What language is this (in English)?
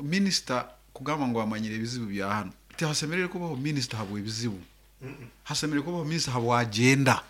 Nyankole